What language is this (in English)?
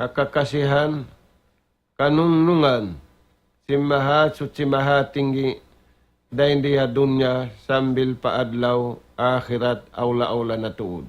Tausug